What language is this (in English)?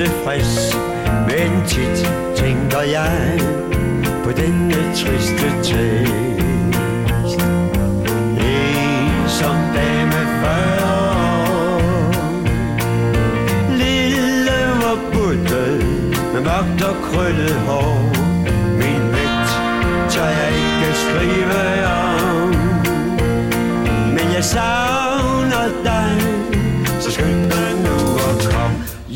Danish